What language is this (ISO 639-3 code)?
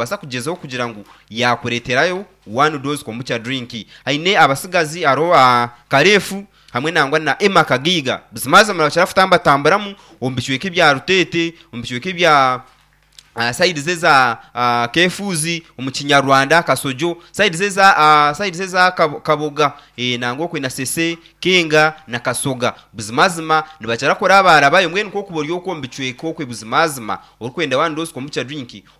nyn